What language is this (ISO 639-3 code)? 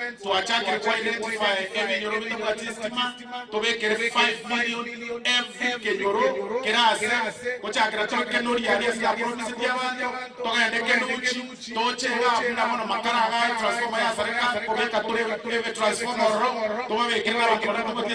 guz